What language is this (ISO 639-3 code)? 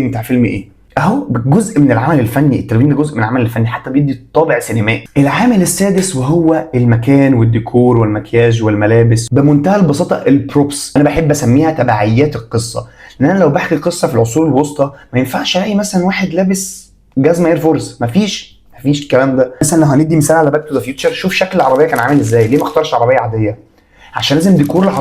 arz